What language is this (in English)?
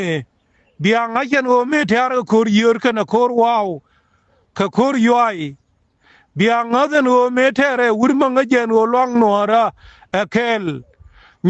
Nuer